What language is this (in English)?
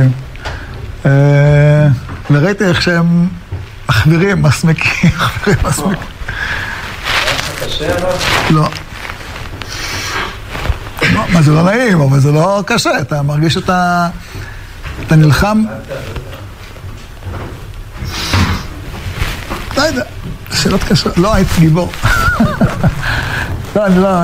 Hebrew